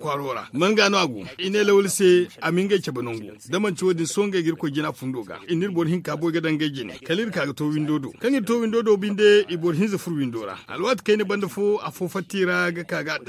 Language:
Zarma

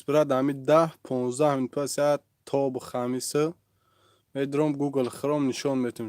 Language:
Tajik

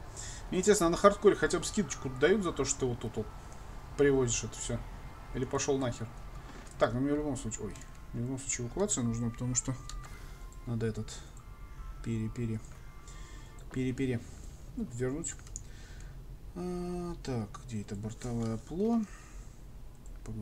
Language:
Russian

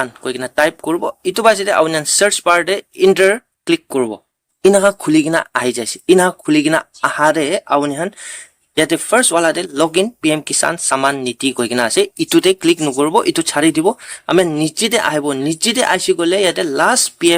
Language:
Naga Pidgin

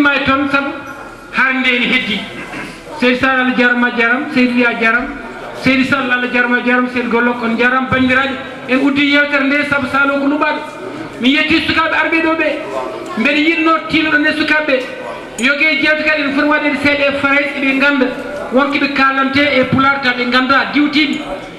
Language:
Fula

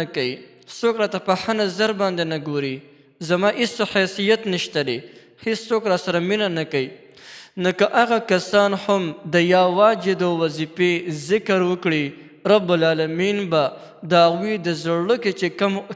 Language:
Pashto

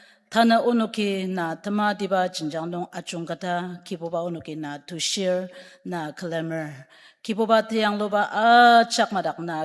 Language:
Ao Naga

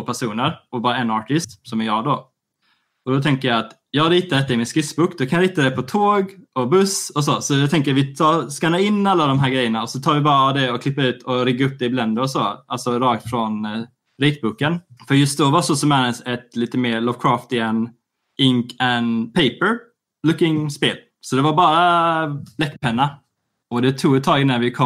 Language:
Swedish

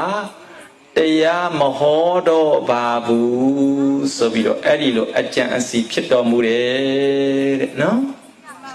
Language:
Burmese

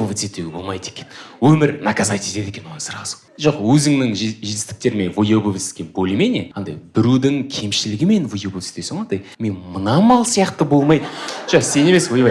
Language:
Kazakh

